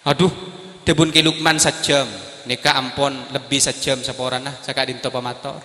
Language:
Madurese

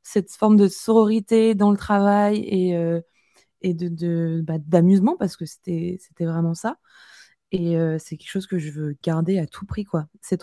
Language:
French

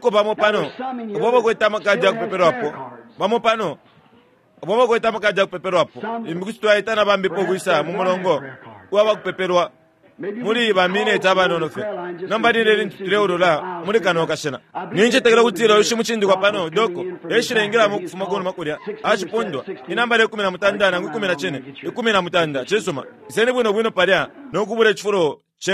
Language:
Bemba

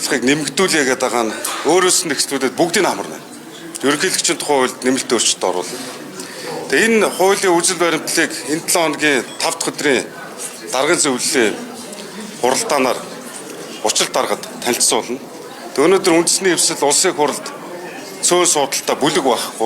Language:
Mongolian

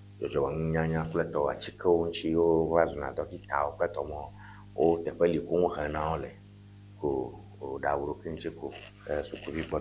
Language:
Ewe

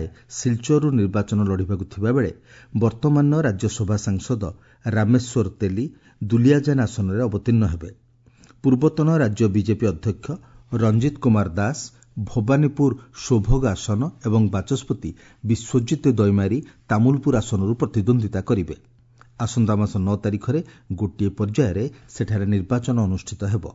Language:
Odia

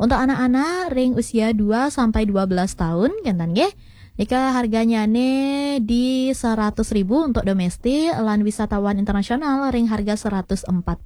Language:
Balinese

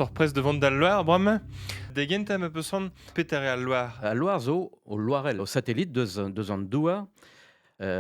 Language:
Breton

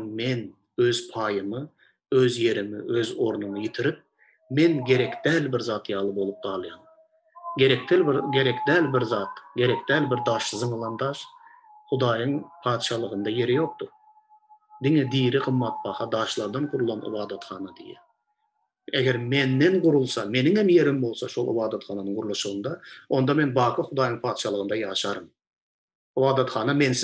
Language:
Turkmen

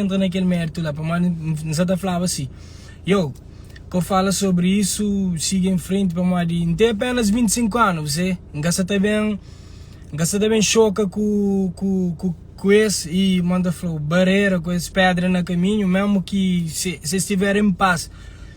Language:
Kabuverdianu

